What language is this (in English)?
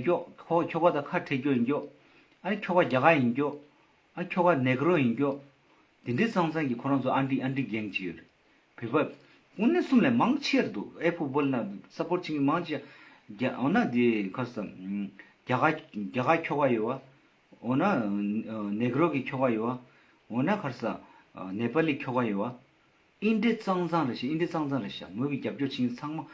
Tibetan